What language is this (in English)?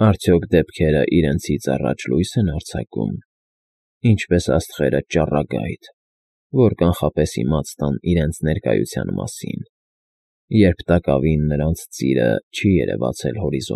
Armenian